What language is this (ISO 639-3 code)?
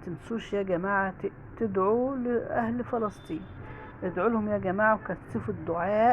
arz